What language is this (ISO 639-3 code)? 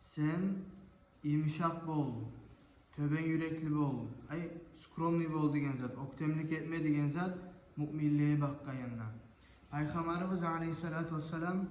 kum